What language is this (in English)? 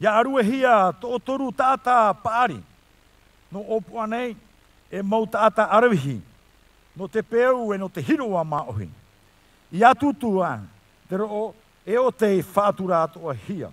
Tahitian